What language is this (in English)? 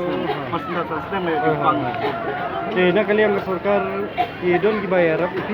Khasi